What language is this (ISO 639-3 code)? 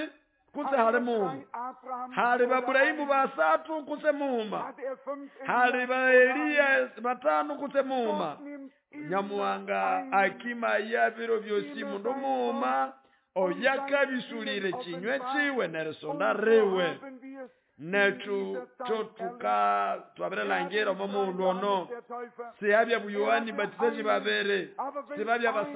nnb